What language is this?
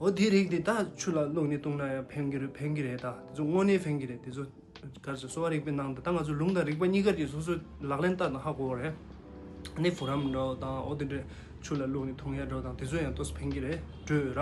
Tibetan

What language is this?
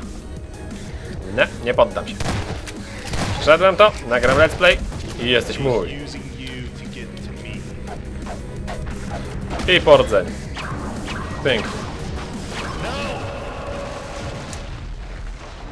Polish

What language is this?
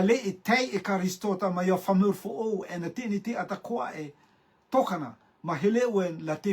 Rotuman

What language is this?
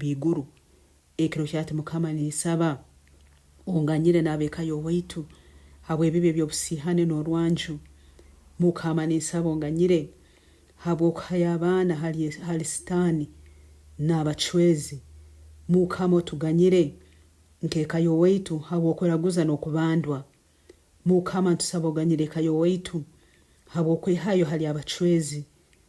Nyankole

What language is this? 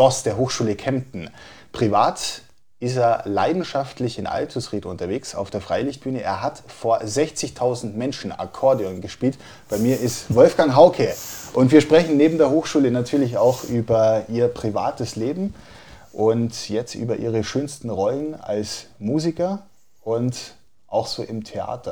German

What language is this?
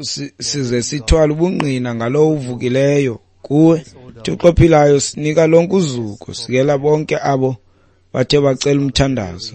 Xhosa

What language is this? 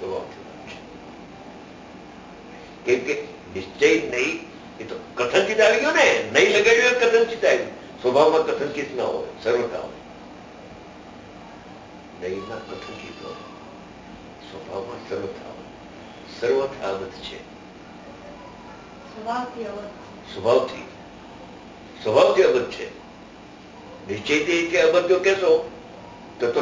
Gujarati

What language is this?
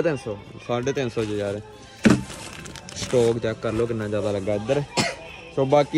Punjabi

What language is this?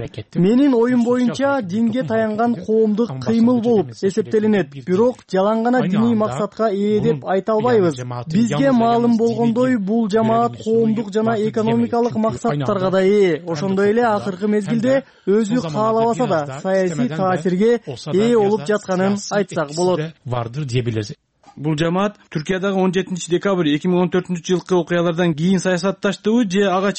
Kyrgyz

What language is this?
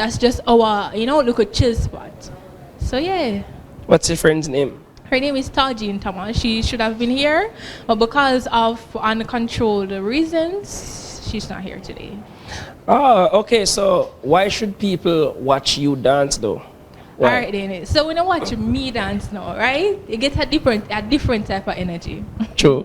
Jamaican Creole English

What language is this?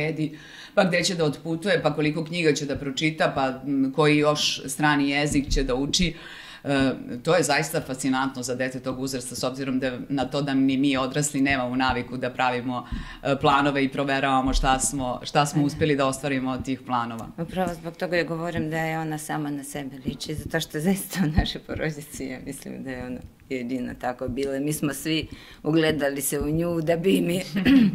Serbian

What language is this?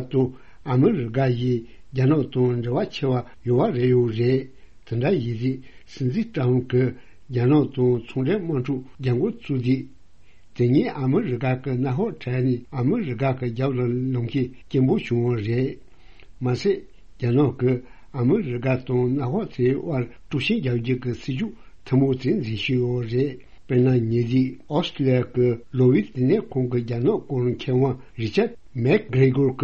Tibetan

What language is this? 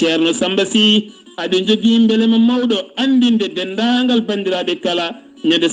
Fula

